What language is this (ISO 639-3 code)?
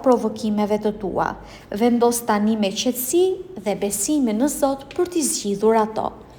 sqi